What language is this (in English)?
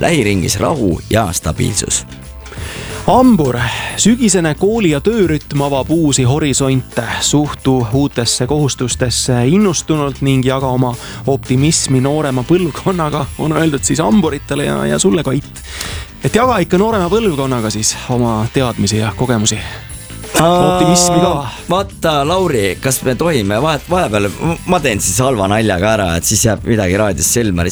Estonian